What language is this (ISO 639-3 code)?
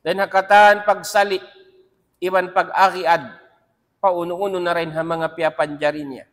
tsg